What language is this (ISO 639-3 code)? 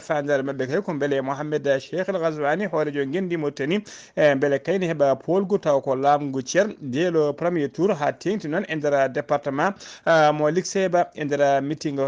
ful